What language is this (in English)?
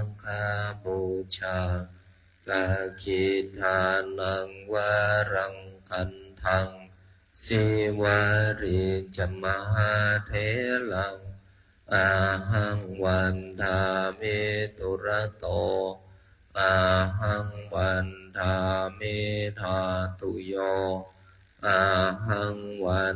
Pali